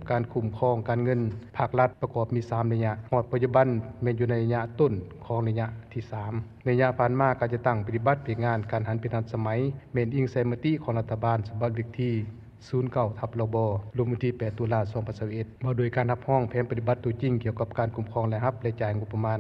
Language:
Lao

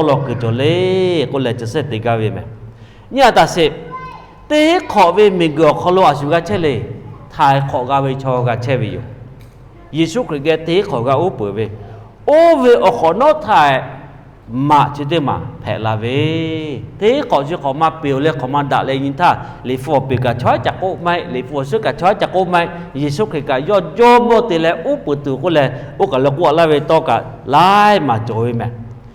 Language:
Lahu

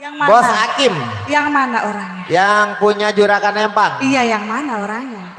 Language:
Betawi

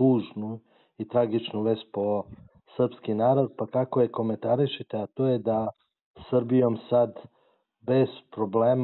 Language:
Serbian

